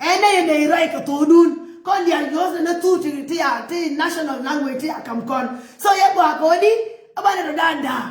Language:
Nuer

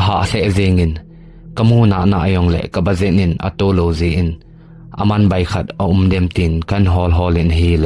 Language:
Thado Chin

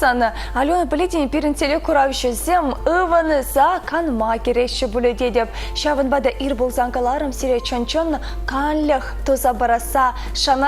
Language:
Chuvash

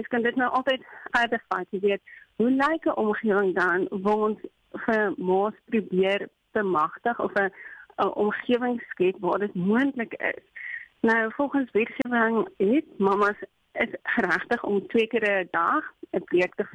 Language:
Afrikaans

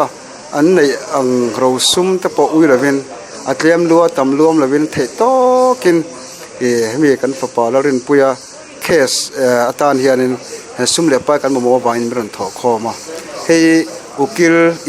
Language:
Mizo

